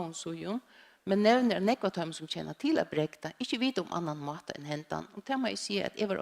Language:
Faroese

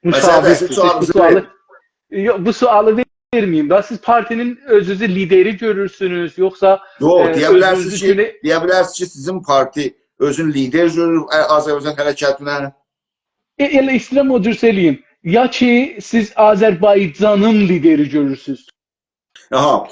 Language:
South Azerbaijani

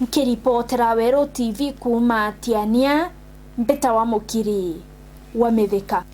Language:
Meru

